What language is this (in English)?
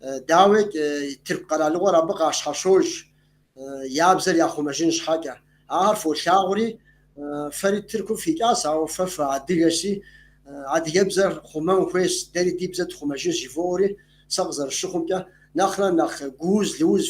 Kabardian